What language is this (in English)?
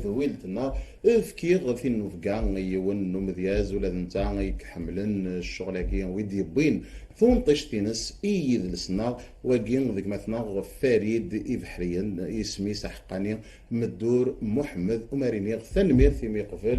Kabyle